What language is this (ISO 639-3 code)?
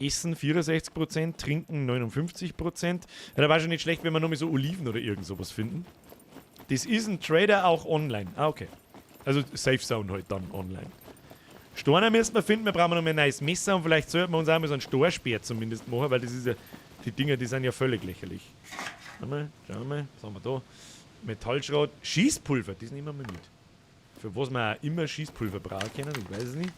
bar